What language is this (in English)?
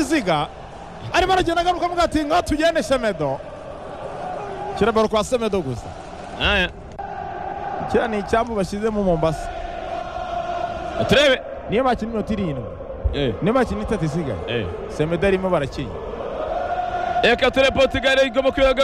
Kinyarwanda